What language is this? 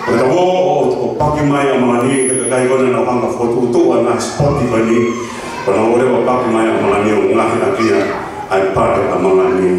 Tongan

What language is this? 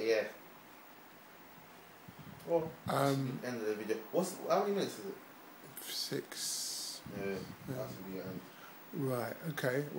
English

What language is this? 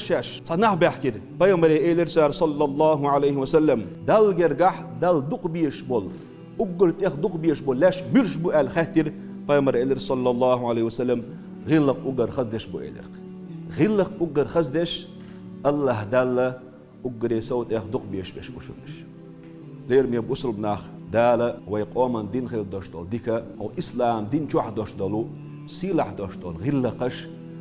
Chechen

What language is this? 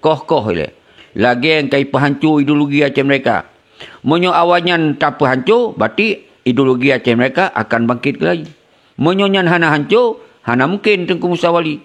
Achinese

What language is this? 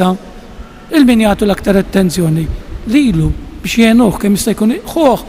Maltese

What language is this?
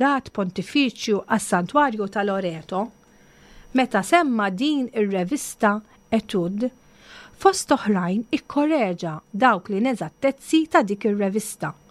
Maltese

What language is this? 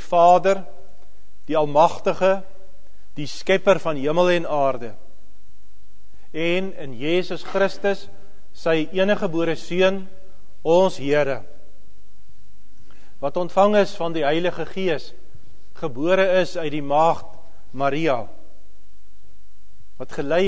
Afrikaans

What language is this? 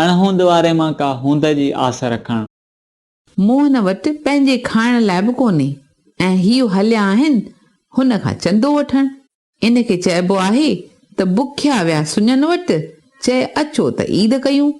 Sindhi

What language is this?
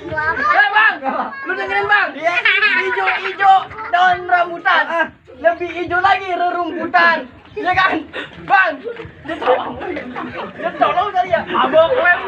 Betawi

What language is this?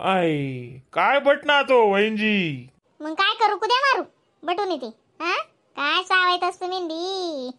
Khandesi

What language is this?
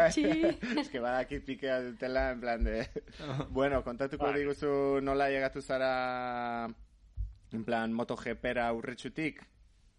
Basque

